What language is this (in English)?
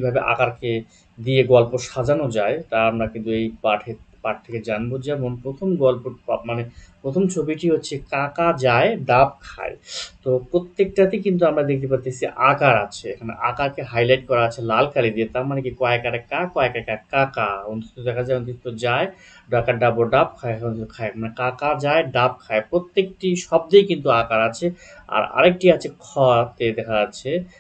Bangla